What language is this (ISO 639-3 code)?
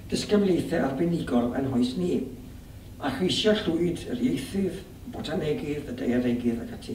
cym